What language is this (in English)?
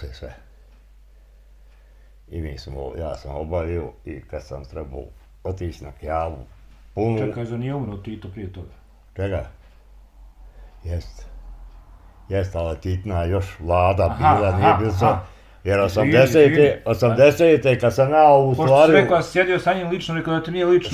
Bosnian